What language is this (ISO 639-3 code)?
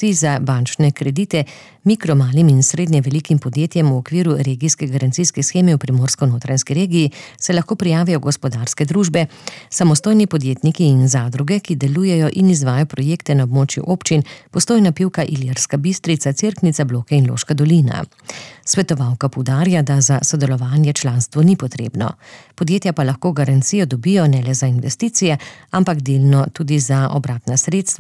slv